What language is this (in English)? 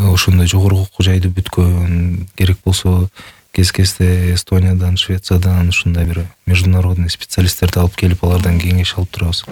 Kyrgyz